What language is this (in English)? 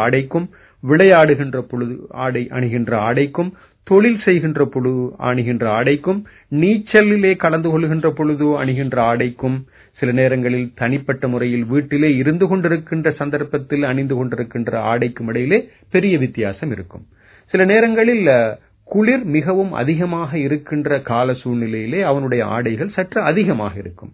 Tamil